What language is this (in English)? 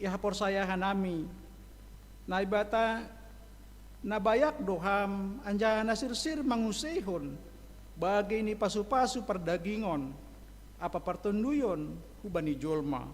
Batak Simalungun